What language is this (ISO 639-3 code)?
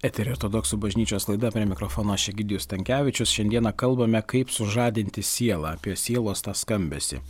lit